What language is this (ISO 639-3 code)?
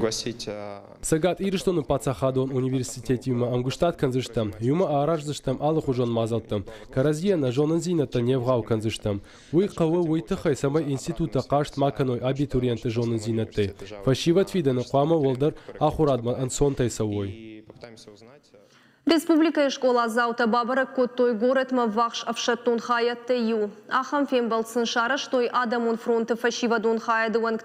oss